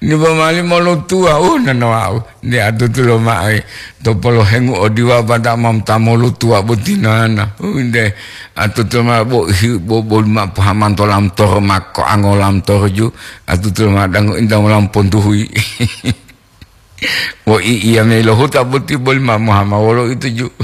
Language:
Gorontalo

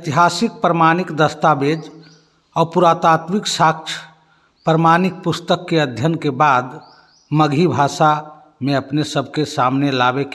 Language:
Magahi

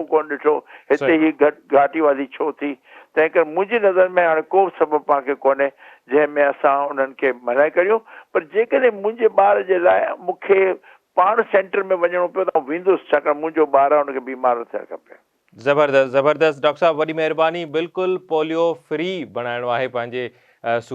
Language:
Sindhi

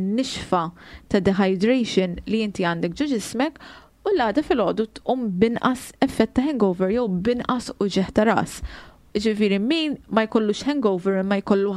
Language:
Maltese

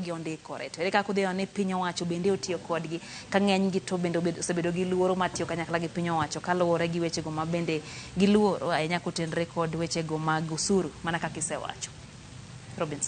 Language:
Luo (Kenya and Tanzania)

